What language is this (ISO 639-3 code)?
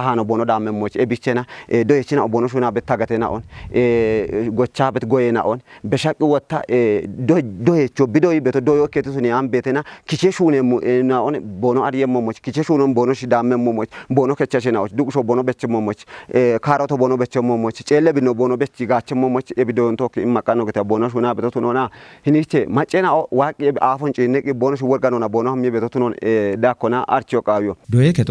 kbr